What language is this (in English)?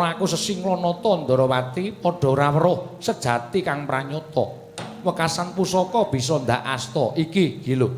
Javanese